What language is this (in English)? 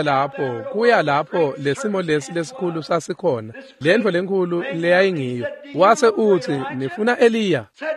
Swati